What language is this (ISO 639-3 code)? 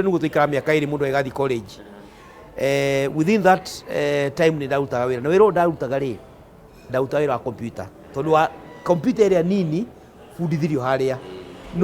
kik